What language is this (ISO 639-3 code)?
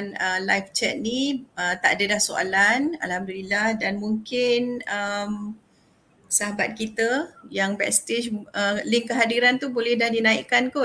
msa